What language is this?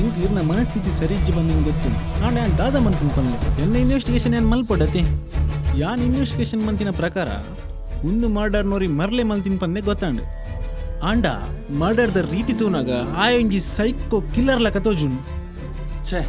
Tulu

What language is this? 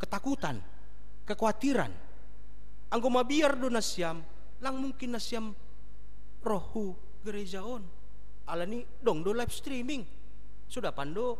Batak Simalungun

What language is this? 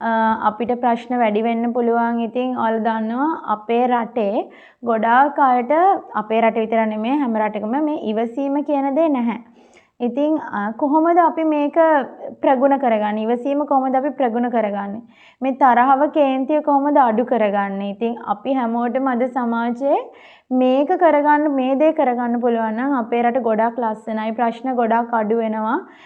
Sinhala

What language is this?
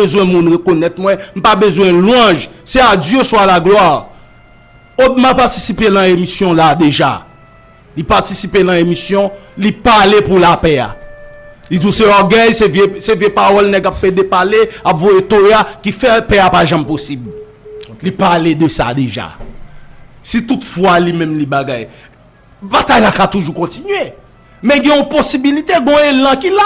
Haitian Creole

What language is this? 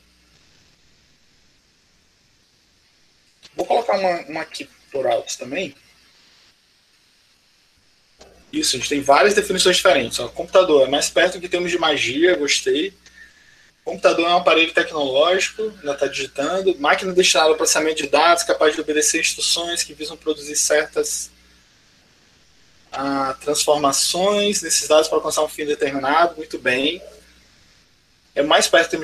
Portuguese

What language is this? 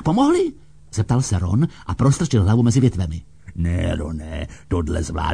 Czech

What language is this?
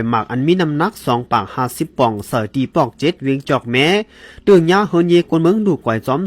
Shan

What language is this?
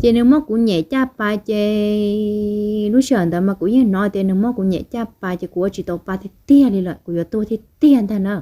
Hmong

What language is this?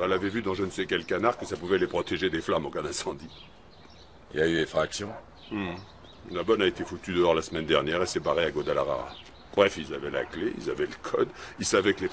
French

